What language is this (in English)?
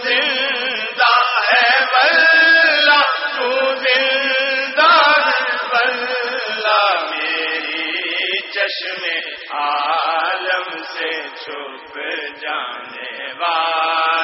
Urdu